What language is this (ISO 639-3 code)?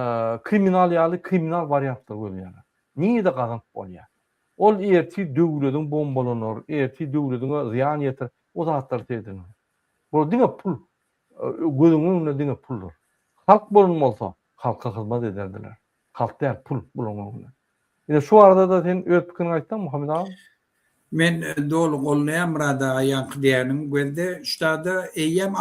tuk